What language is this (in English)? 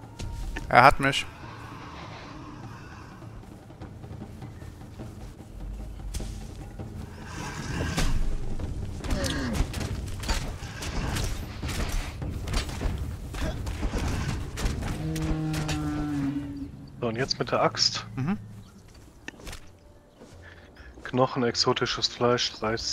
German